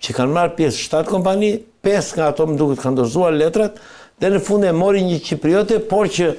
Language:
Albanian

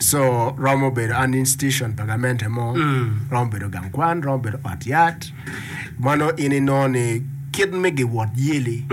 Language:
Acoli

